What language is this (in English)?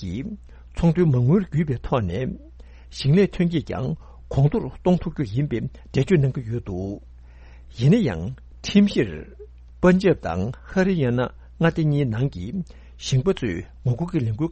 Tibetan